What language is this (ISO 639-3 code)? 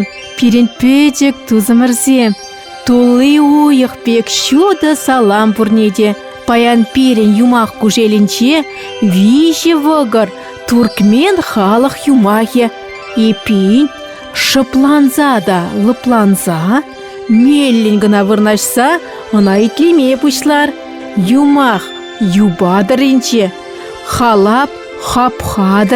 chv